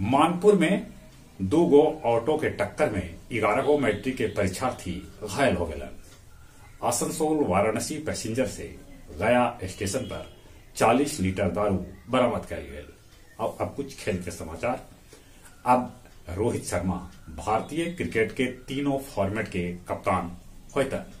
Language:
Magahi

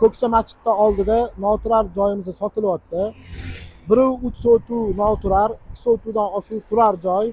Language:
Uzbek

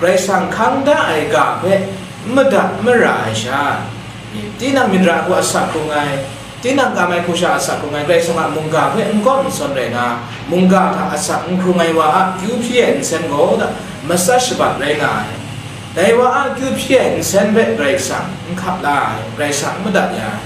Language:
Kachin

